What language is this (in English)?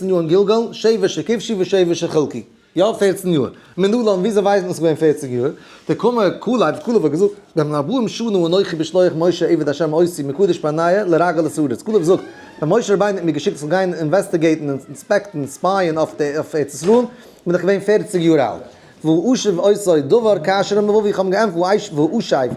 Yiddish